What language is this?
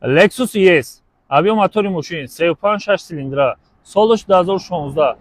Tajik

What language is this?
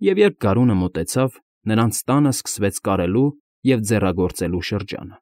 Armenian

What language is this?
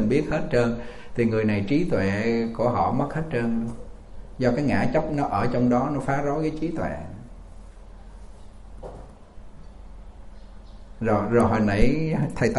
Vietnamese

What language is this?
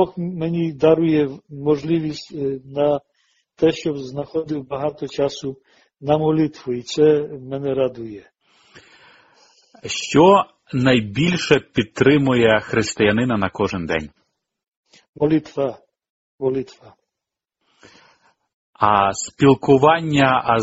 Ukrainian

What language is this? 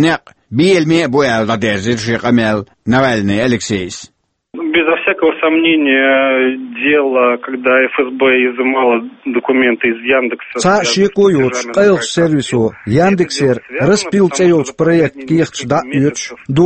Chechen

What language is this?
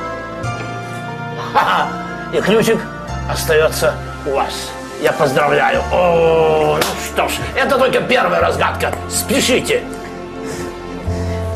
Russian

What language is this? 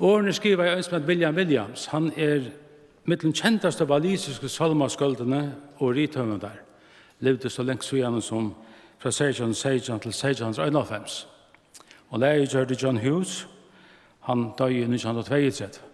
Faroese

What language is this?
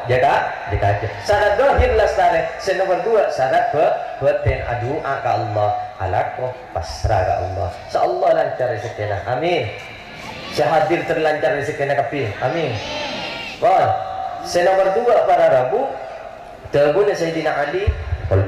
Madurese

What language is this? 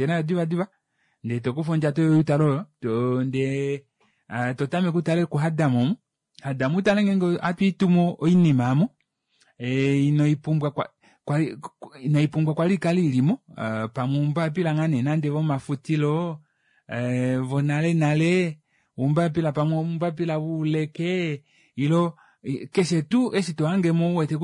Kuanyama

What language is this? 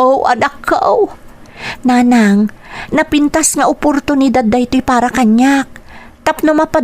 Iloko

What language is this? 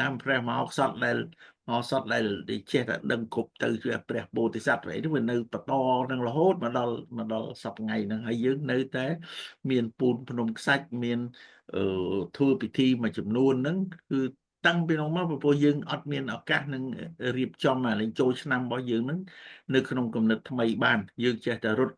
Khmer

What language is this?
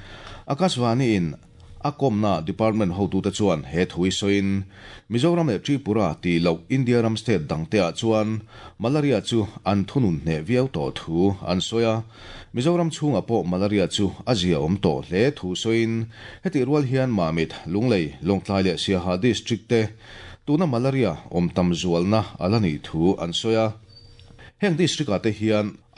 Mizo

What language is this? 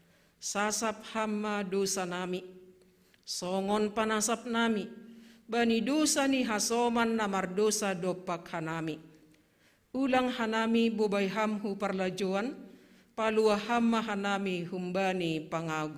Batak Simalungun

